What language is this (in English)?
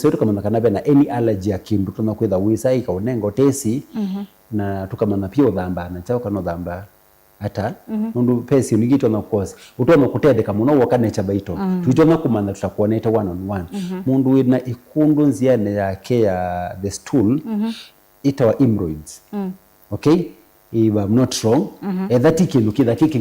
Kamba